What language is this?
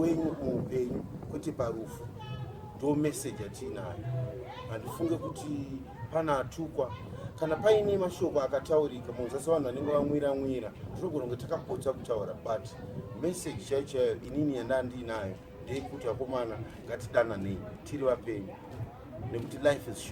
Shona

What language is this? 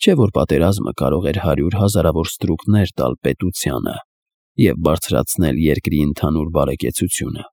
Armenian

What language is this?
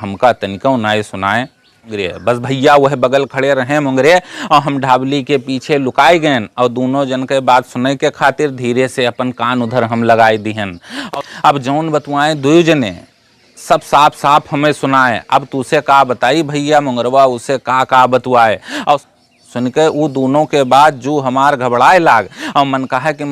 Awadhi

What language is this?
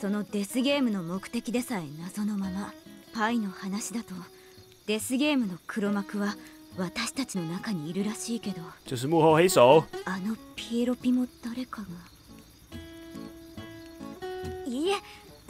Japanese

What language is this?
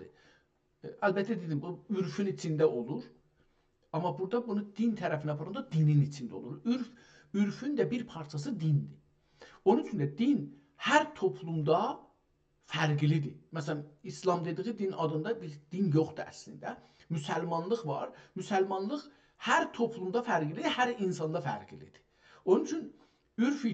South Azerbaijani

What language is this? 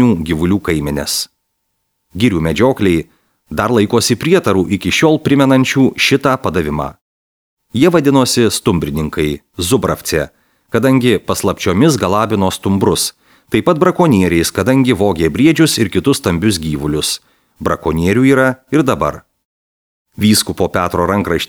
Lithuanian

